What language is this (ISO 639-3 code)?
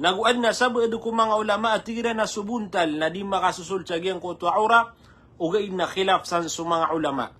mrw